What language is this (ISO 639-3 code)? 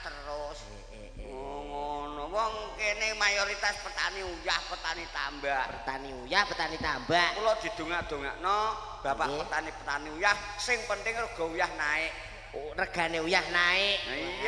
jav